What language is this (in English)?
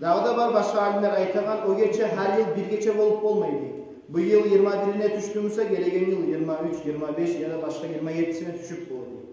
Kumyk